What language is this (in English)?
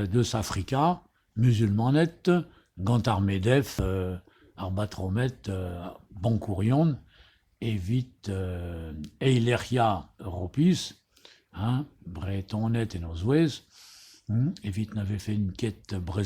Breton